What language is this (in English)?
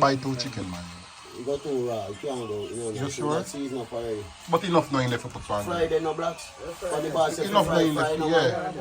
Jamaican Creole English